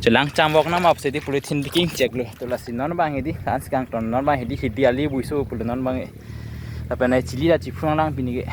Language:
Karbi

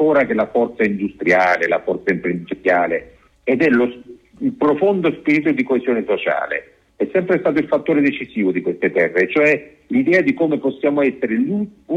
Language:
Italian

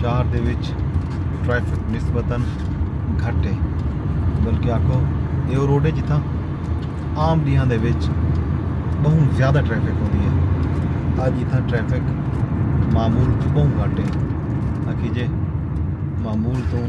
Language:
Saraiki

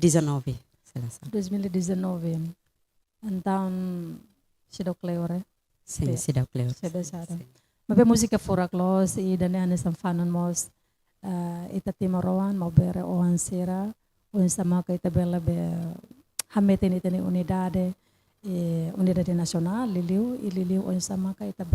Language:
Tetum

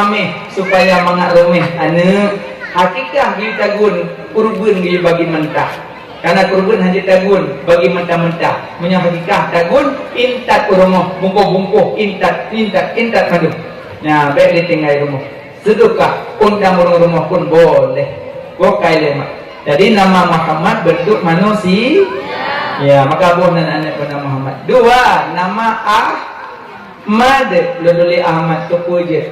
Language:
Achinese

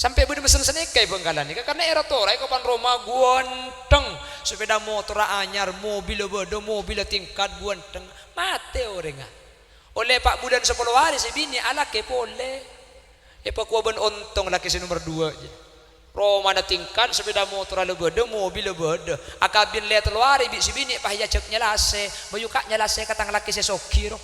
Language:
Madurese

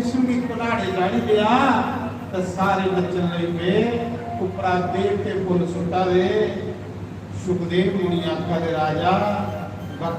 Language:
Dogri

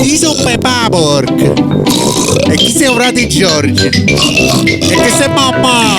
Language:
Neapolitan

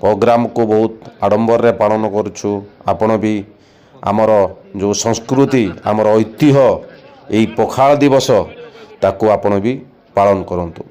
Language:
Odia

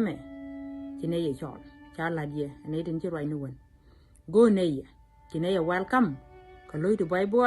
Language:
Nuer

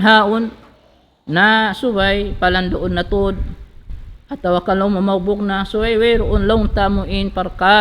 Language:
Tausug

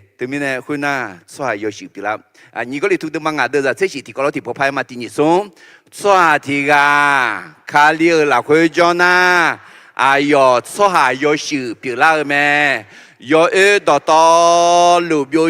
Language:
Akha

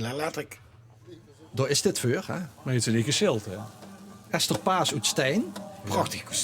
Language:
Limburgish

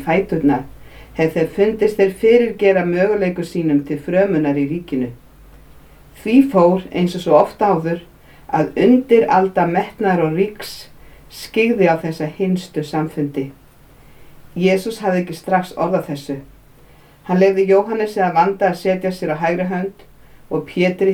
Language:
Icelandic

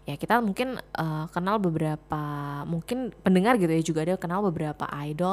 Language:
Indonesian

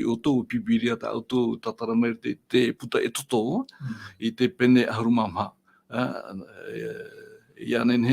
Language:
Tahitian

